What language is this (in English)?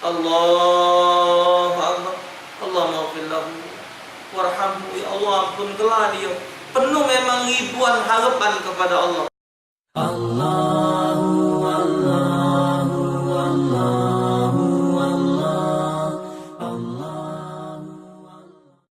Musi